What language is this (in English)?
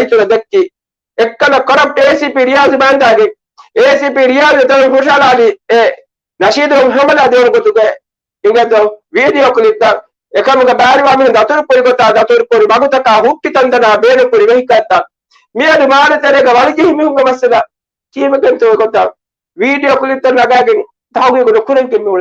Divehi